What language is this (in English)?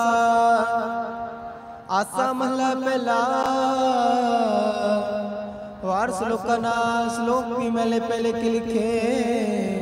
Punjabi